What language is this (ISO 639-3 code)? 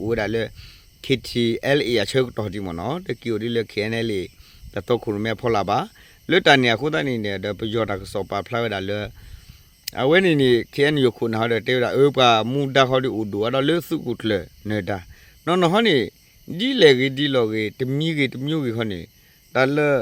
ksw